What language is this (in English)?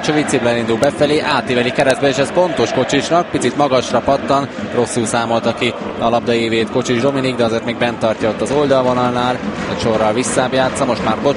Hungarian